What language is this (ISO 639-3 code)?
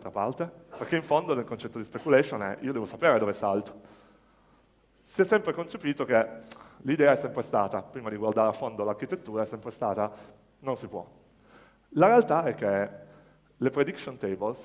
ita